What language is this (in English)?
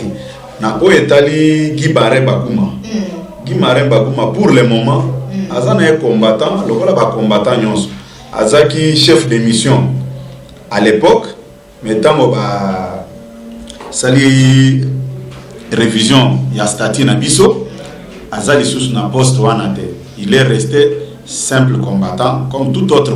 Lingala